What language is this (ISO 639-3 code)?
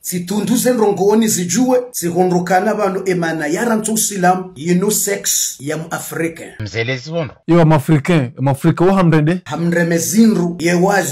zdj